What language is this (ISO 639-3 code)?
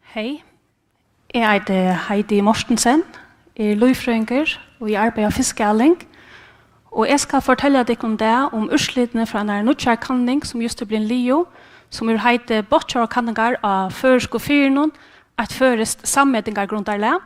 fao